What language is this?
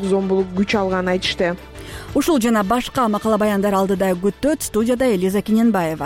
Kyrgyz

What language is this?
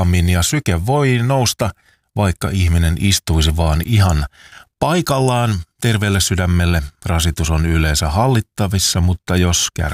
Finnish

